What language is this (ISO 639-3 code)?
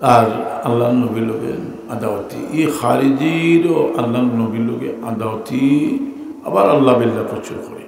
syl